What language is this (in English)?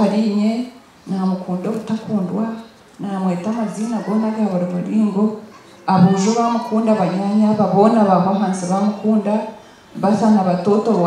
Nyankole